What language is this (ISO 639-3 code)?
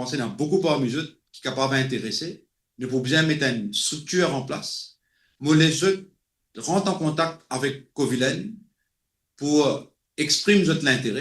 mfe